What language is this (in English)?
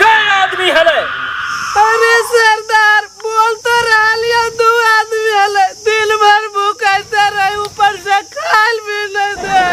Magahi